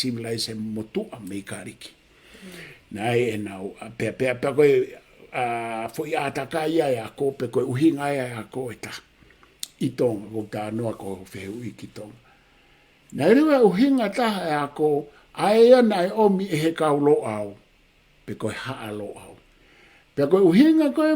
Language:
Tongan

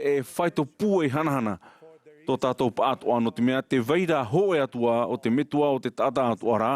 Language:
Tahitian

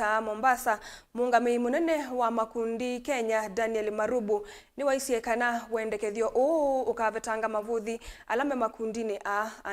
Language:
Kamba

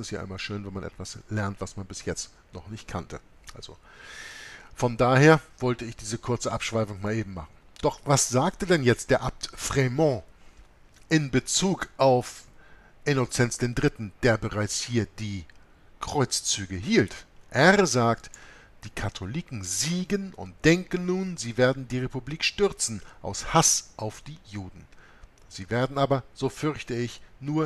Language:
German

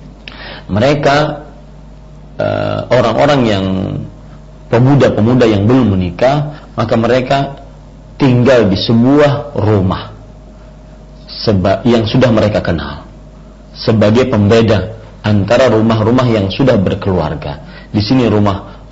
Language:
Indonesian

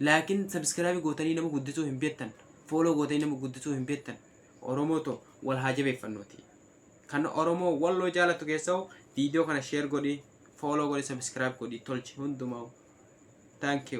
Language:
Oromo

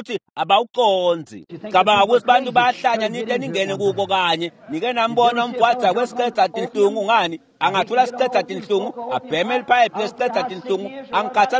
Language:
Swati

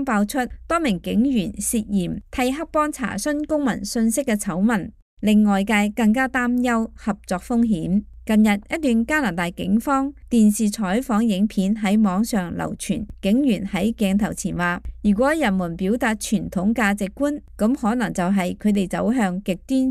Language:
Cantonese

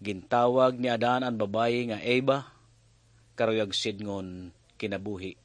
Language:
Waray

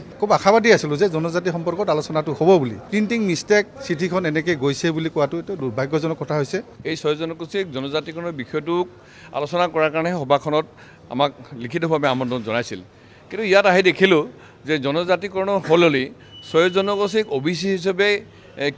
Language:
Assamese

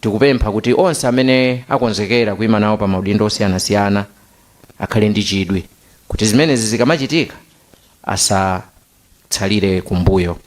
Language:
Nyanja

